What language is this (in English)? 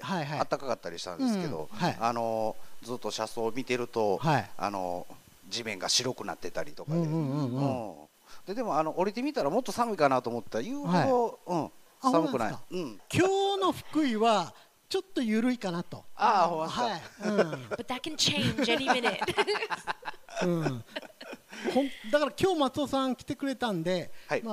Japanese